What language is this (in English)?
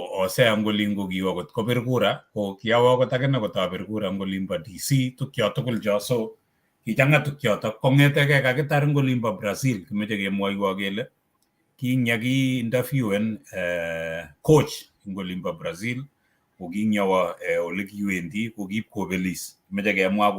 Kalenjin